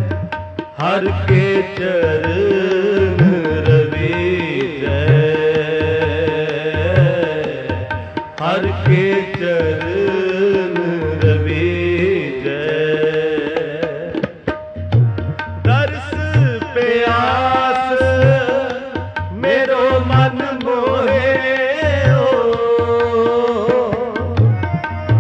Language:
Punjabi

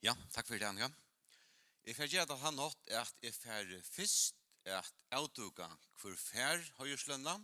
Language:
Faroese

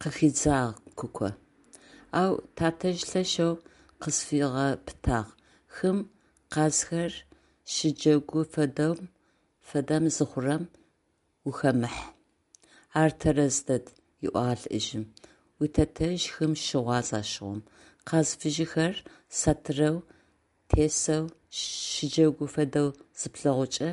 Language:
Adyghe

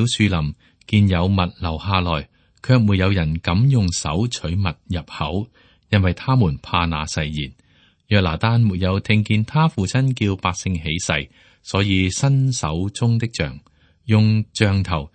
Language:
Cantonese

